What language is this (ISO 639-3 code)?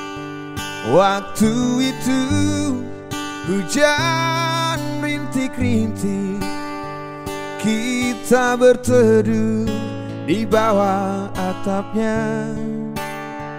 ind